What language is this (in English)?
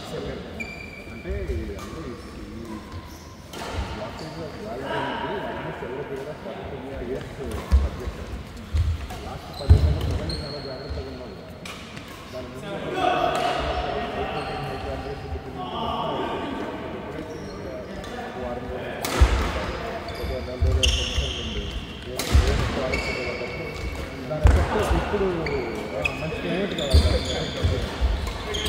Telugu